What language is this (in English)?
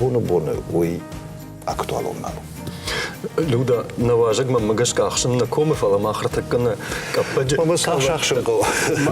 Ossetic